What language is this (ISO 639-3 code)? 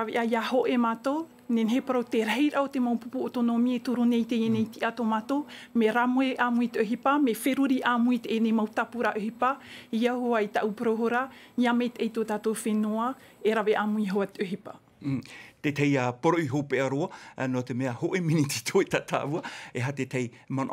tah